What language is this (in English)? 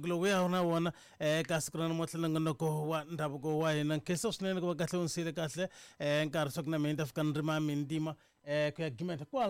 Tsonga